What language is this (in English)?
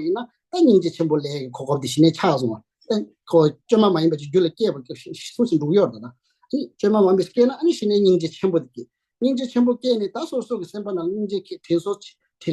Tibetan